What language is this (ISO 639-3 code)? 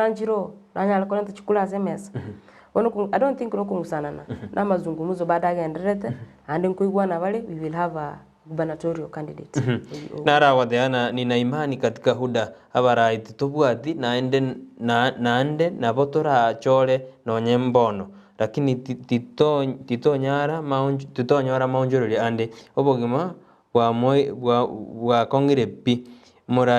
guz